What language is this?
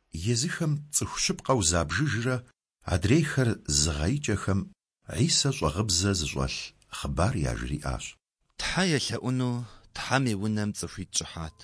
Kabardian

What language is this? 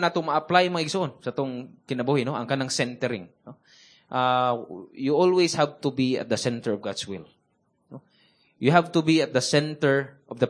Cebuano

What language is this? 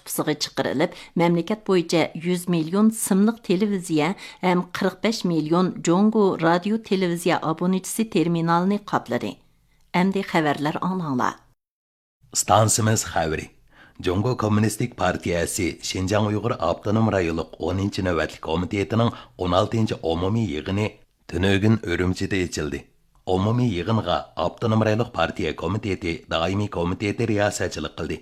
Uyghur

